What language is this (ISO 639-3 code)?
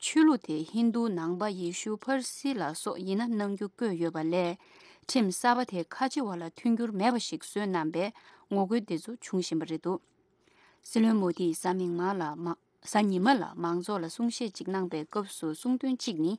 bod